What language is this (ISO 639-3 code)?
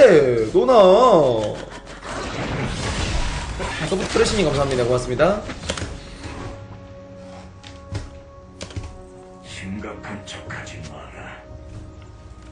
kor